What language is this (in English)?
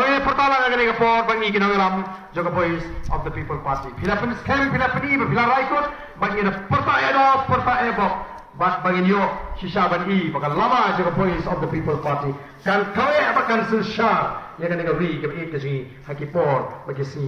Khasi